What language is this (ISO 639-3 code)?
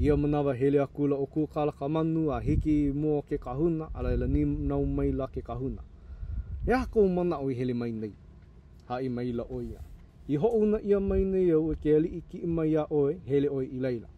haw